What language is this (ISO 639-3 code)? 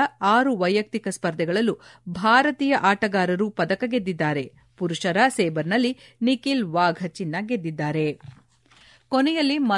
kan